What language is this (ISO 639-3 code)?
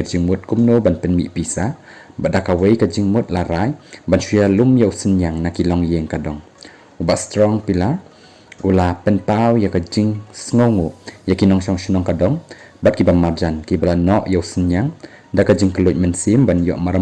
kha